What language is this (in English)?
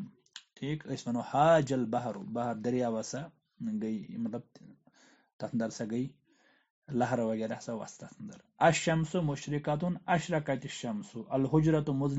Kashmiri